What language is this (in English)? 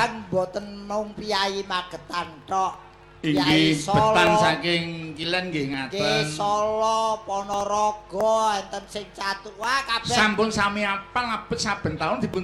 Javanese